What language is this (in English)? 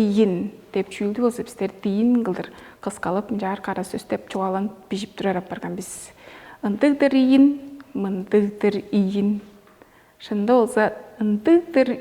Tuvinian